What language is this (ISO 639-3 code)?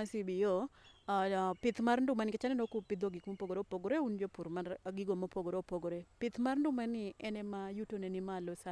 luo